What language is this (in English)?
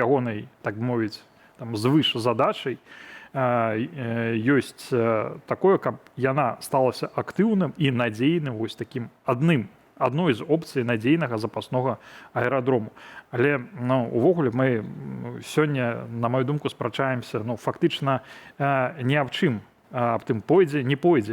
Belarusian